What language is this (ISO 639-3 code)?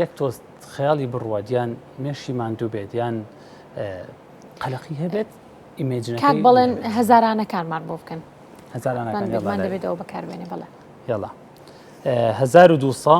ckb